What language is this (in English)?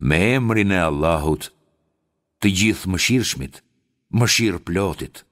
Albanian